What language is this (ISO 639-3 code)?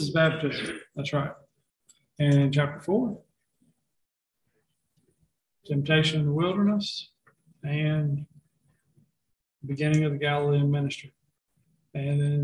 eng